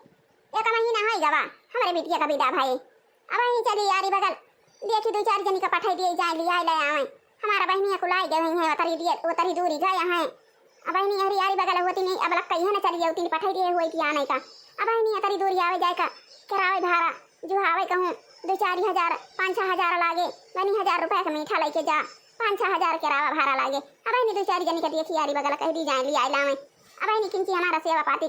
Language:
Awadhi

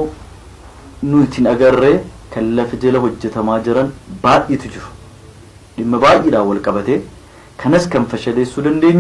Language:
Oromo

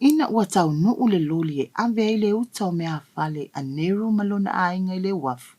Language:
Samoan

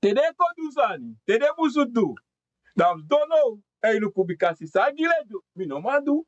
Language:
Sranan Tongo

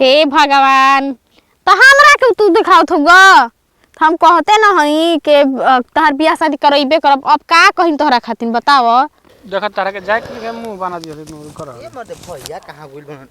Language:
Bhojpuri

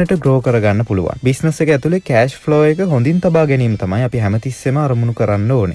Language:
Sinhala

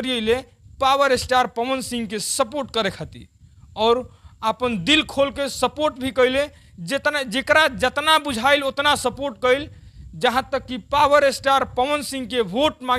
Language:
Bhojpuri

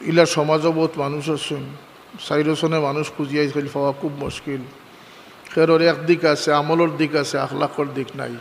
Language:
Sylheti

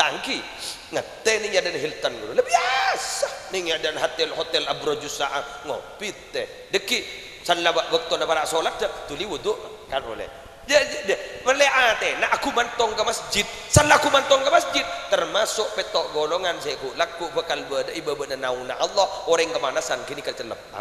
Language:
Madurese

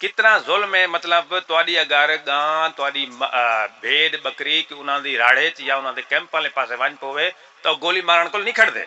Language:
Saraiki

